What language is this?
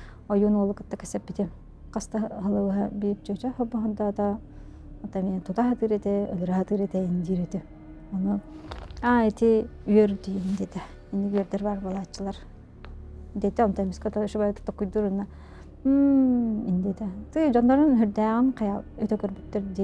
Yakut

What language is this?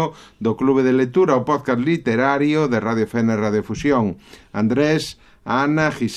Galician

